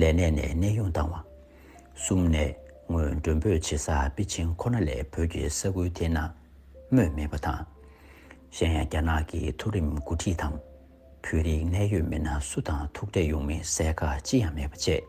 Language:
Tibetan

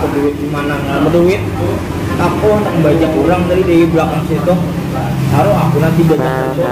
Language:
Banjar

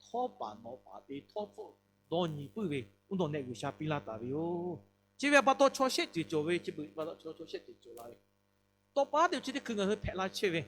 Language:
Lahu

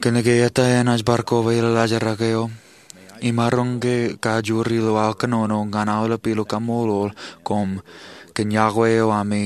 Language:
Marshallese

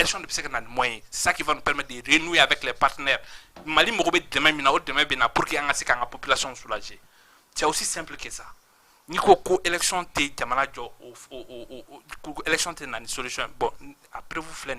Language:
Bambara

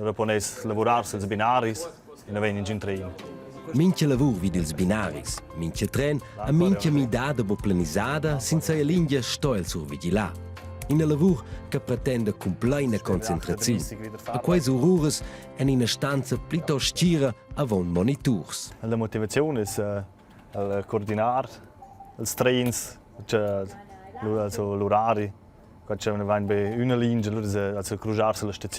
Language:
Romansh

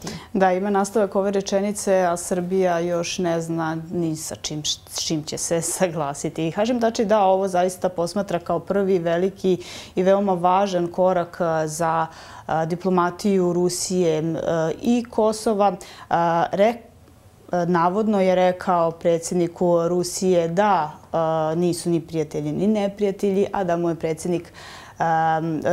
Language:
Serbian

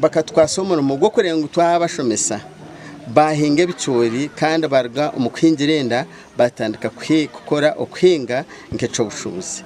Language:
Nyankole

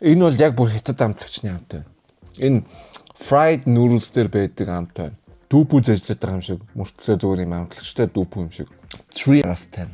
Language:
Mongolian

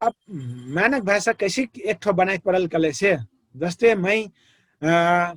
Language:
Dangaura Tharu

